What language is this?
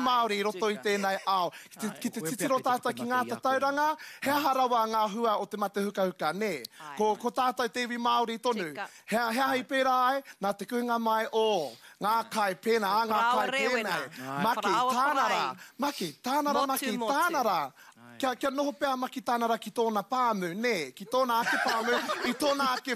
Māori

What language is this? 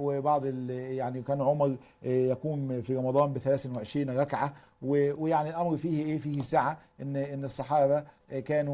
Egyptian Arabic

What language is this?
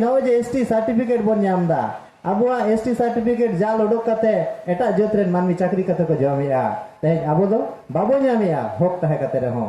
Santali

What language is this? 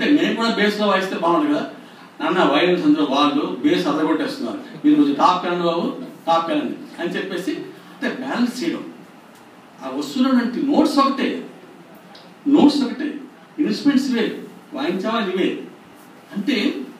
Telugu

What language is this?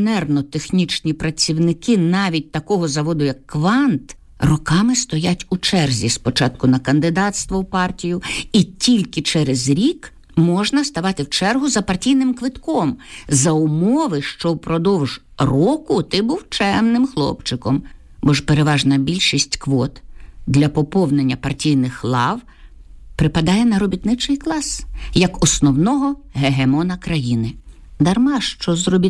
Ukrainian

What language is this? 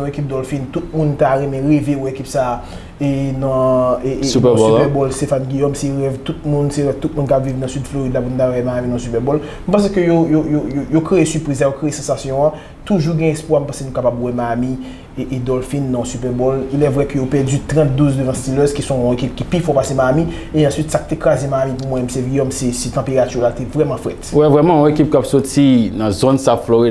Haitian Creole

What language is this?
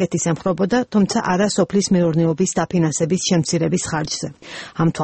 Georgian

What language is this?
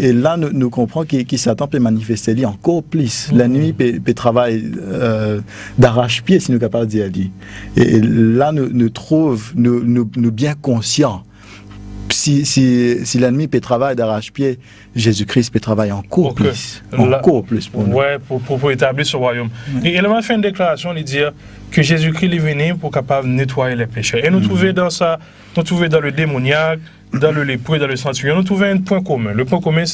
Morisyen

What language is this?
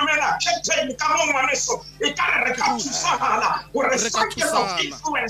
Southern Sotho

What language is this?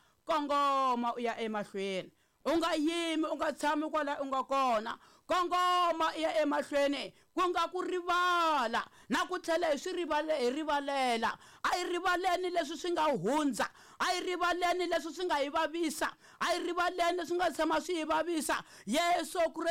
Tsonga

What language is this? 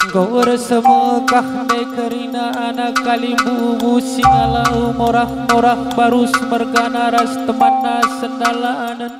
Batak Karo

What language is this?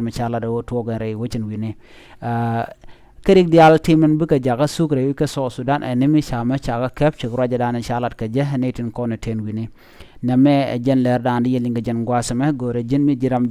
Nuer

